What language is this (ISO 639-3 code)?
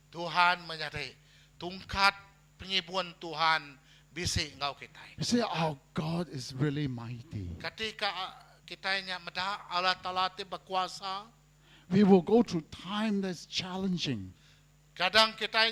iba